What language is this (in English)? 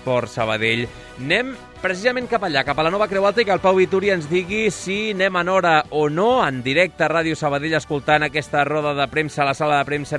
Catalan